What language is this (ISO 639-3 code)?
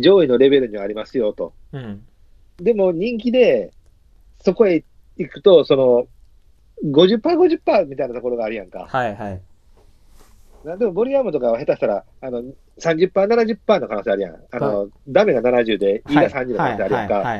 jpn